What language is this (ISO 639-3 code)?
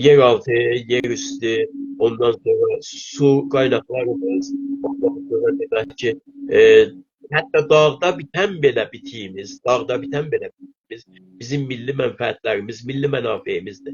azb